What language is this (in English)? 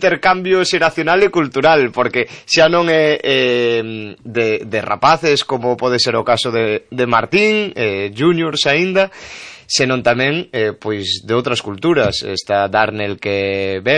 Galician